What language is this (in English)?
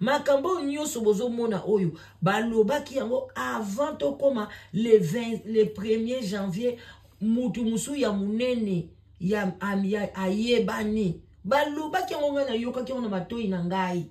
Lingala